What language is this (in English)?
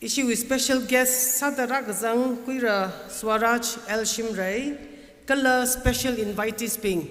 Tangkhul Naga (India)